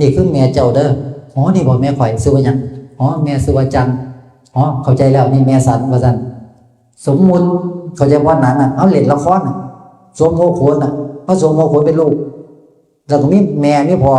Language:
Northeastern Thai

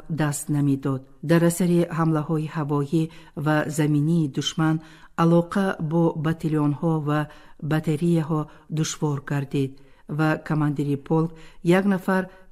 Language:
Tajik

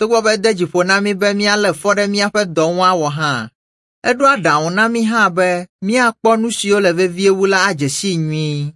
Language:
Ewe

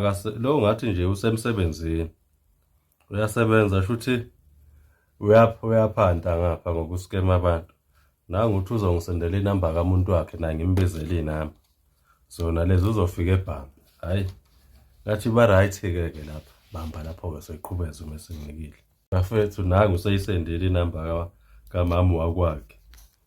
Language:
Zulu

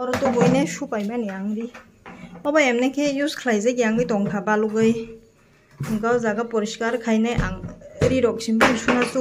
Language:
Kok Borok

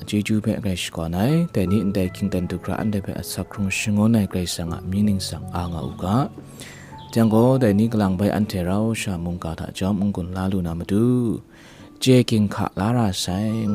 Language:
Kachin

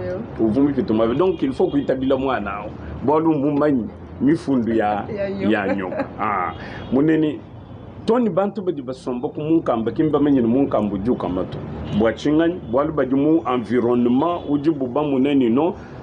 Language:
Luba-Lulua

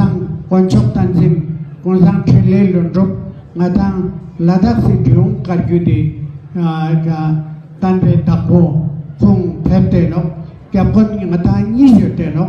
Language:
Ladakhi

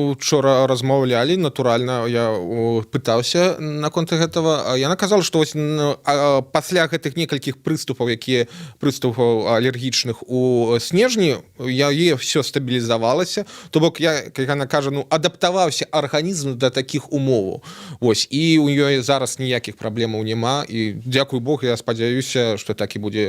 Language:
Belarusian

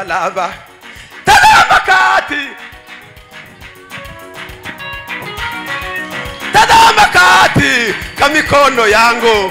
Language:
Kinyarwanda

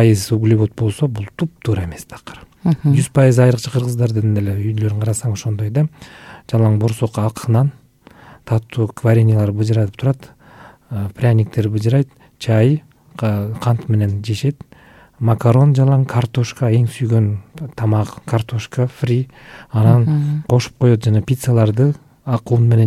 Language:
Kyrgyz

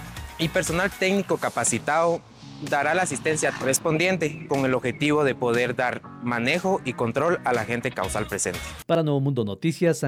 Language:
Spanish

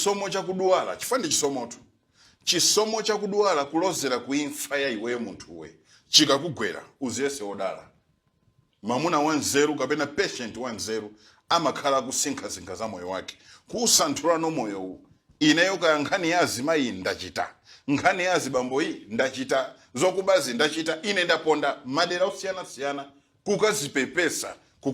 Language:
Nyanja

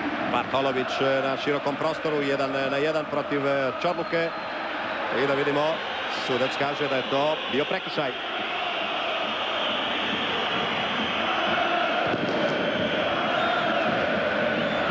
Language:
Croatian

